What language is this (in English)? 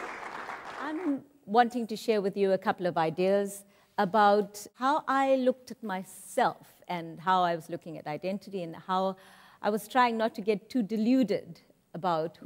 English